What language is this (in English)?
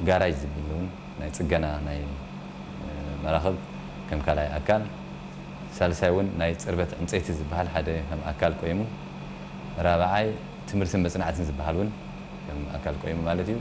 Tigrinya